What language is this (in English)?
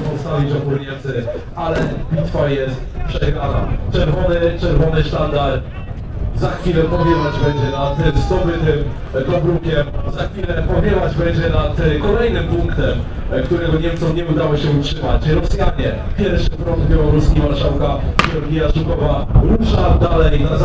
Polish